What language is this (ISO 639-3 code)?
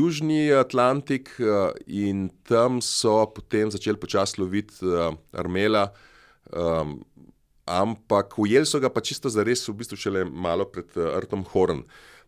slv